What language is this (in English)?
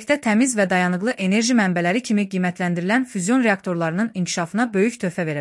Azerbaijani